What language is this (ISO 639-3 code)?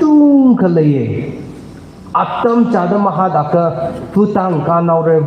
nmf